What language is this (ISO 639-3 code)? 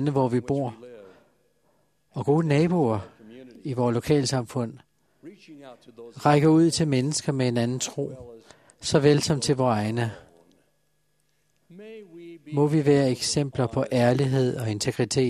dan